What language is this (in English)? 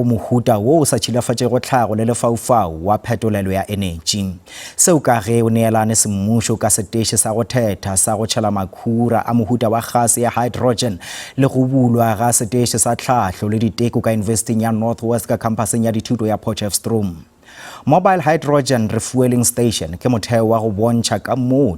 Northern Sotho